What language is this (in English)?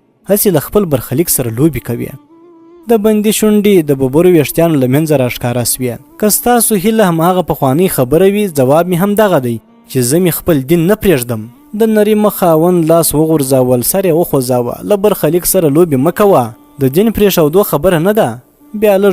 Pashto